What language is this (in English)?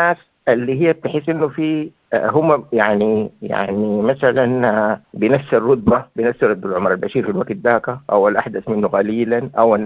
Sudanese Arabic